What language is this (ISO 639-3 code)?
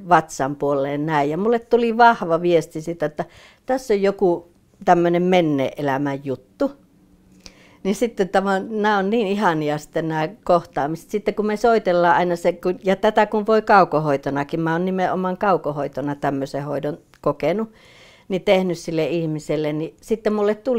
fin